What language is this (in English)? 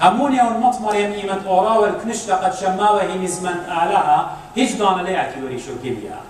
Assyrian Neo-Aramaic